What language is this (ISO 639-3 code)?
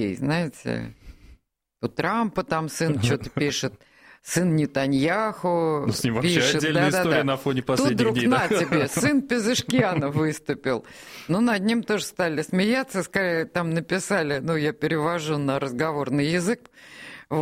rus